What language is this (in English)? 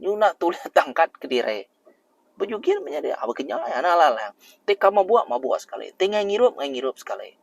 Iban